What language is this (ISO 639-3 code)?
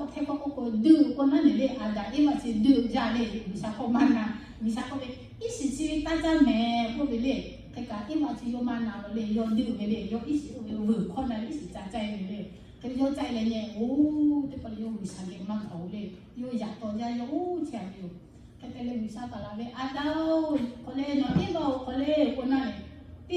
lhu